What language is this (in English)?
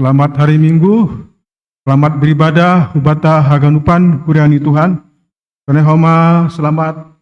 Batak Simalungun